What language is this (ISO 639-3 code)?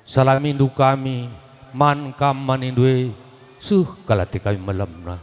btx